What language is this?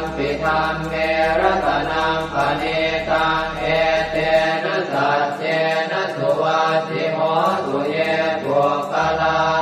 Pali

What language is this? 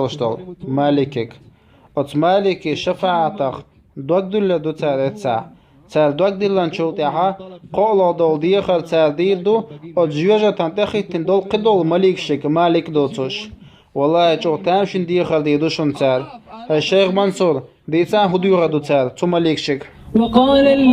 Chechen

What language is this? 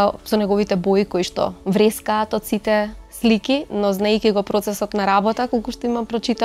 Macedonian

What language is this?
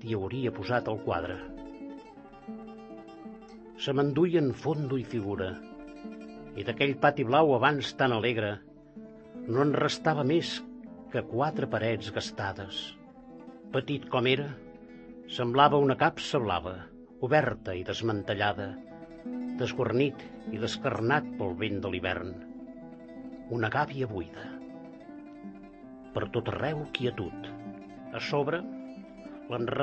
Catalan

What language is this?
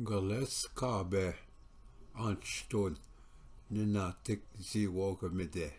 Ojibwa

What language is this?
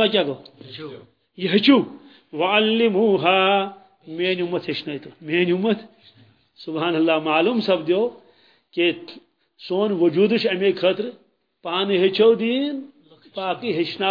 Kashmiri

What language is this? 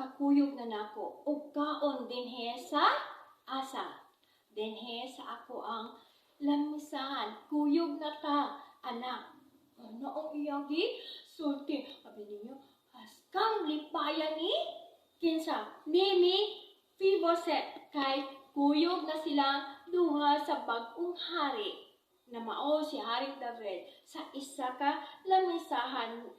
Cebuano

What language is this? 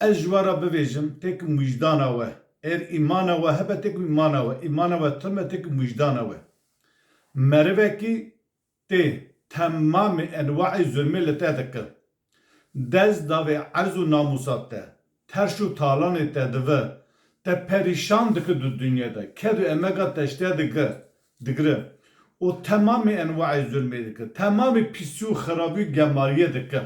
Kurdish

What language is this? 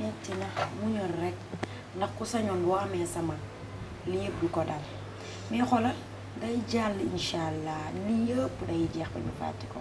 Wolof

